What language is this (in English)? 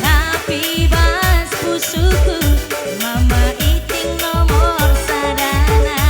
Batak Karo